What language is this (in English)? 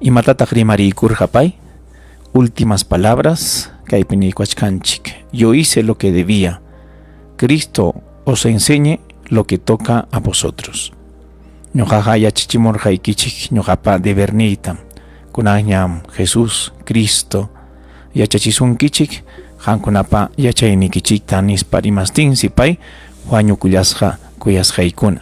Ayacucho Quechua